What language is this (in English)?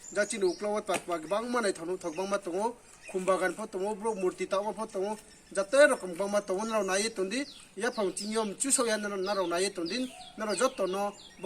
Riang (India)